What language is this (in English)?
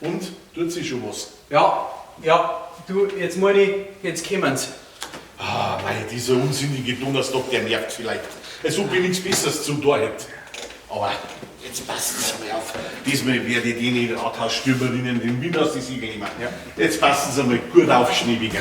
Bavarian